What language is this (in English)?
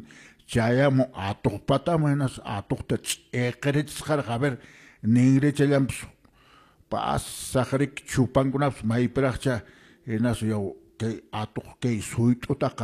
Quechua